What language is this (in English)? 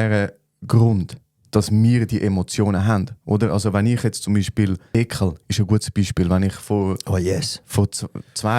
Swiss German